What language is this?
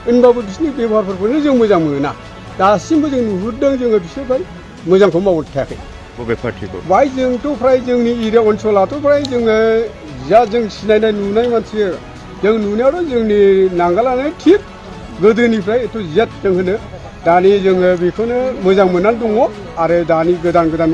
Bodo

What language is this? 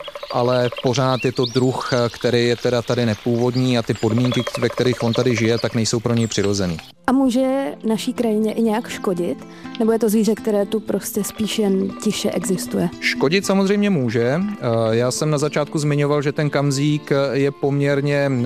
Czech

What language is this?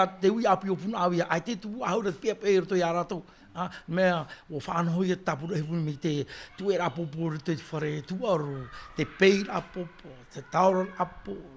Tahitian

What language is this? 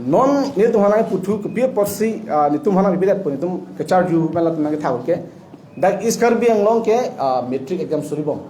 Karbi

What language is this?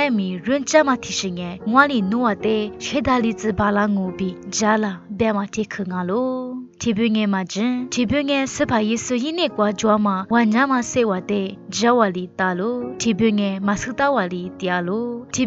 Lisu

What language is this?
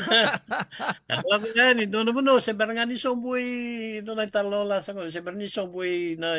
Fijian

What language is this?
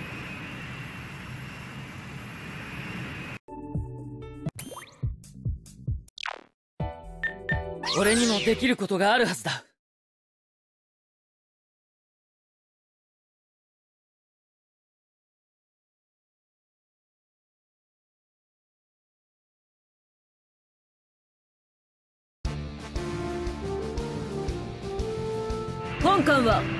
Japanese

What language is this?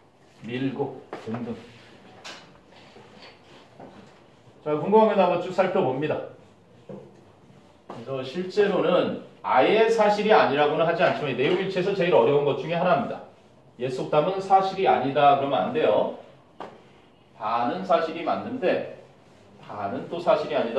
Korean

